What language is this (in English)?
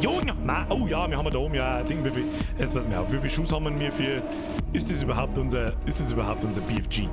Bavarian